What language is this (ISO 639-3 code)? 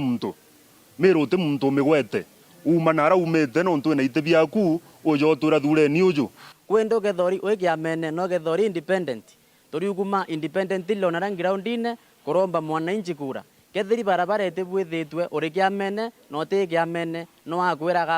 mer